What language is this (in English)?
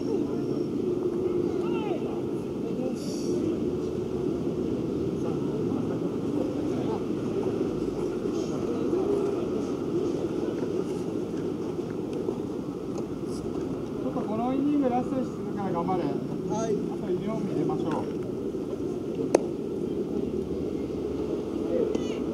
Japanese